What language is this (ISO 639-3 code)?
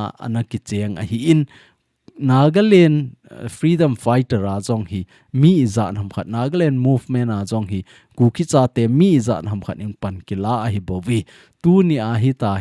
tcz